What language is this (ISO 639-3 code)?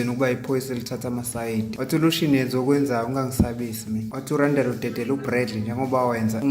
zul